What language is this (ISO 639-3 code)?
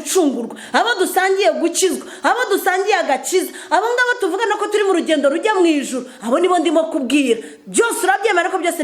kin